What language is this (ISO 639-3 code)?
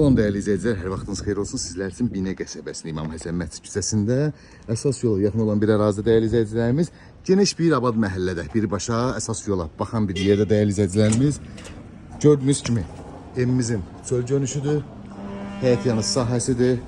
aze